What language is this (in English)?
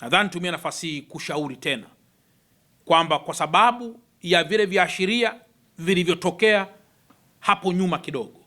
Swahili